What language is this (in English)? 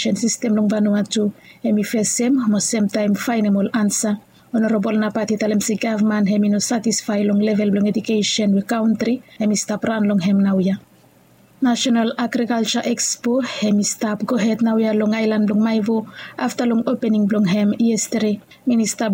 Bislama